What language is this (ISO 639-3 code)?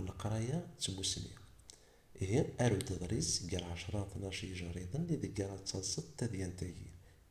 kab